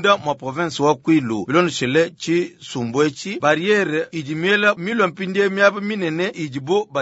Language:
Luba-Lulua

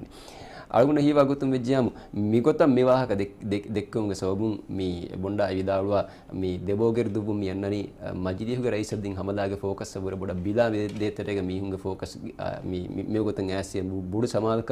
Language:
Divehi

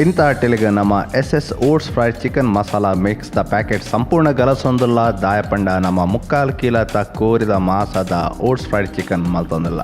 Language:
Tulu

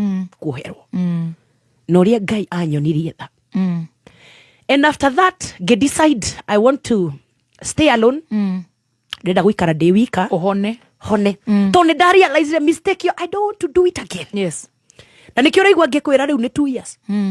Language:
Kikuyu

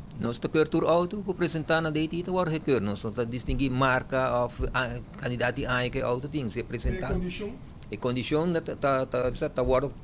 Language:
Papiamento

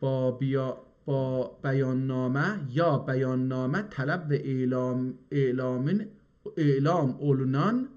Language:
South Azerbaijani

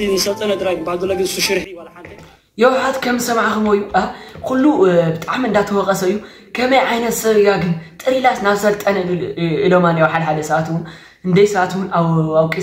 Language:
Tigrinya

